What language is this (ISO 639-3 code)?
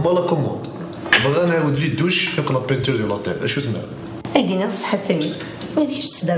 kab